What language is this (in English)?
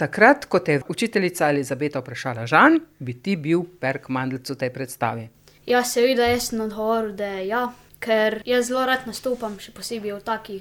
Slovenian